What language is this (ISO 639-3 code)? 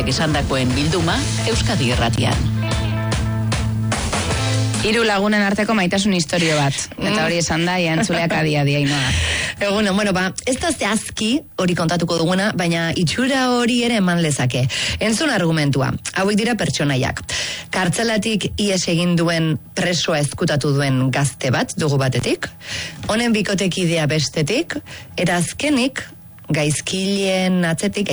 eus